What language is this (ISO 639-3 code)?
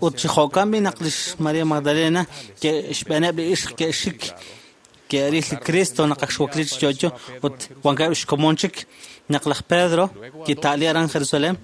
kek